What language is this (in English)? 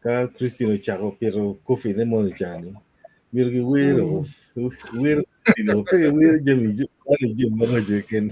Acoli